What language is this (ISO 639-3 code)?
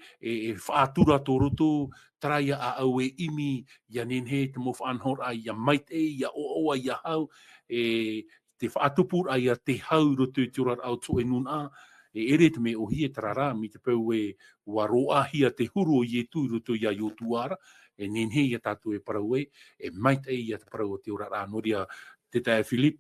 tah